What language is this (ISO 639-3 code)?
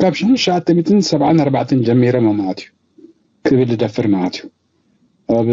tir